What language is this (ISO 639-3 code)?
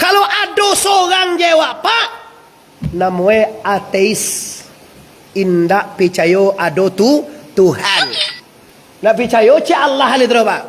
min